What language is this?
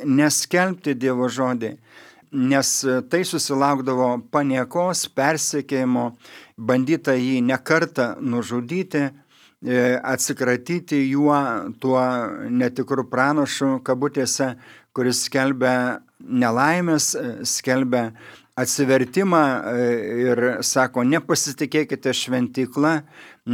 Lithuanian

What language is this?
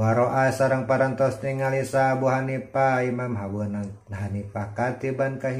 Sundanese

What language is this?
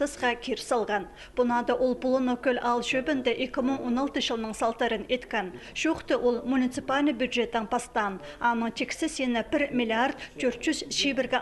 Khakas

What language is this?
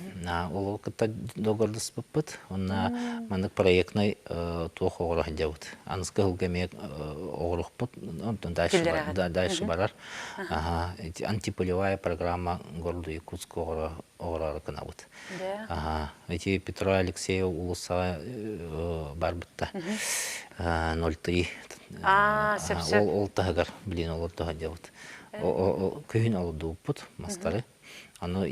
Yakut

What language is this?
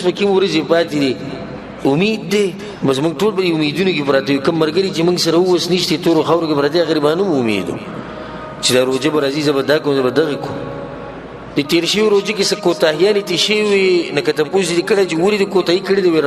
Pashto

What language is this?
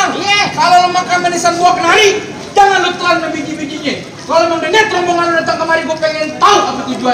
Betawi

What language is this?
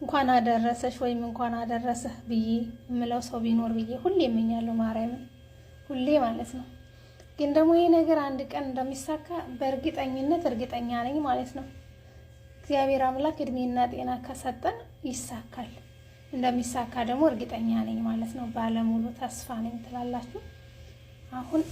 Amharic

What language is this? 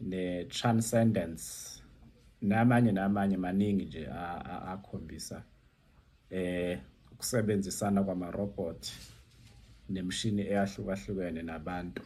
Zulu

